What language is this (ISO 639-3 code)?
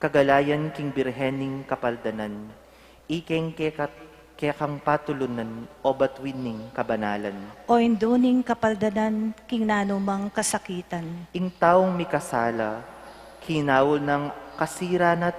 pam